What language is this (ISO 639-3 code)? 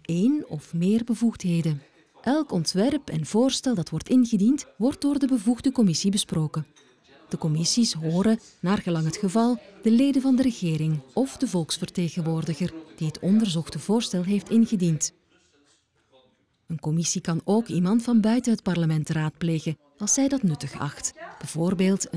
nld